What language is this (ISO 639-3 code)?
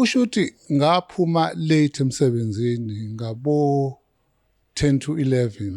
zul